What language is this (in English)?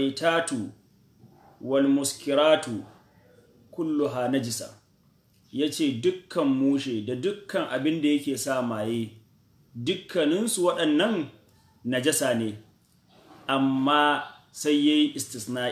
Hausa